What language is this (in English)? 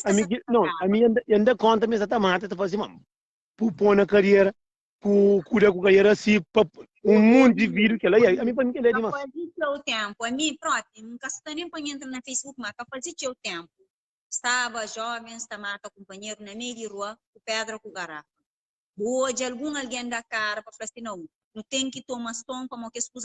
Kabuverdianu